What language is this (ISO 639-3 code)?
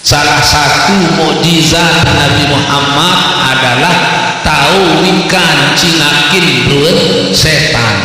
sas